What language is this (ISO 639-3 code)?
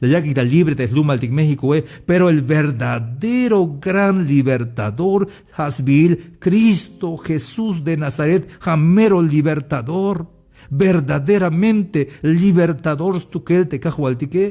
tzh